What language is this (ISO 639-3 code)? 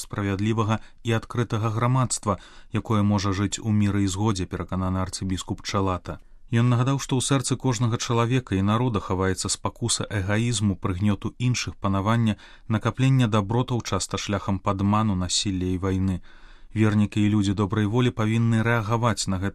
bel